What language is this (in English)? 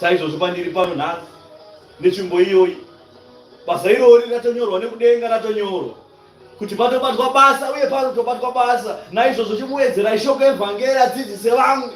Shona